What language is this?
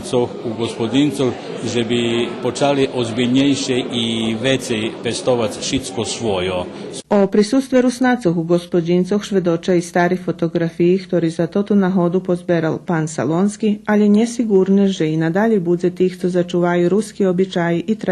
Rusyn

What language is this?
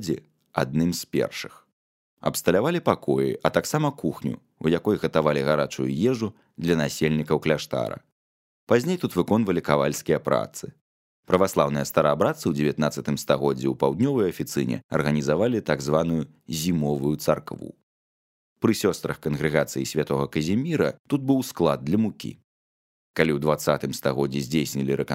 Belarusian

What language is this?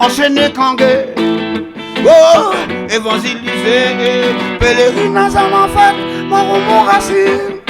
Réunion Creole French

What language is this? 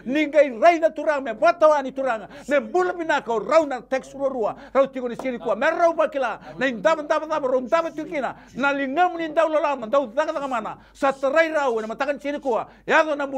Fijian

